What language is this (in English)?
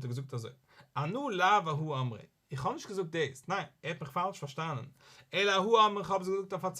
Yiddish